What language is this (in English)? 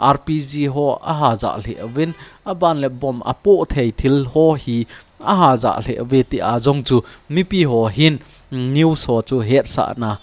Thado Chin